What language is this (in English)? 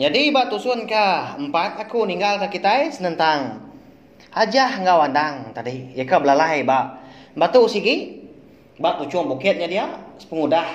Iban